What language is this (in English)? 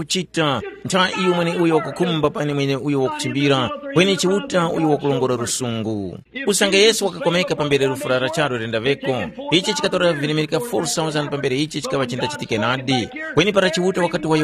Tumbuka